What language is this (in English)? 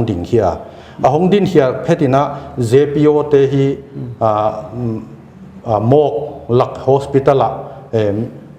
Paite Chin